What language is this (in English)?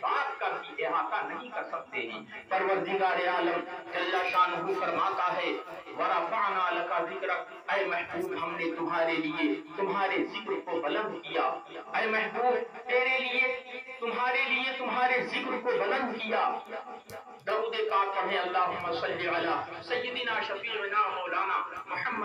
Urdu